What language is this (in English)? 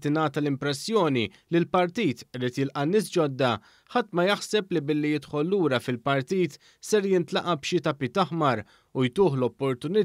Maltese